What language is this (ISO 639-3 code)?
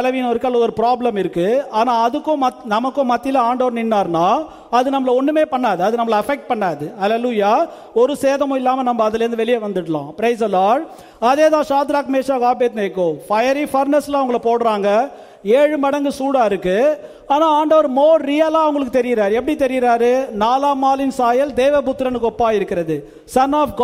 tam